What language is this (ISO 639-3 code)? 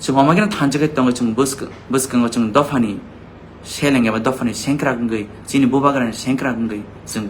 trp